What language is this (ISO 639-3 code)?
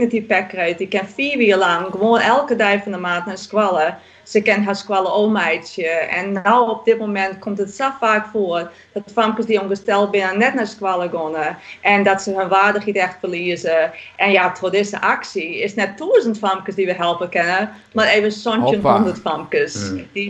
fry